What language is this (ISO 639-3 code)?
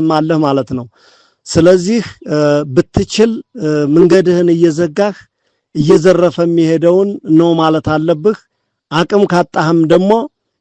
amh